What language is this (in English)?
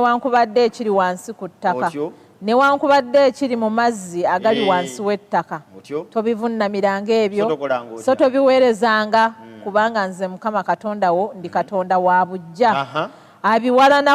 Ganda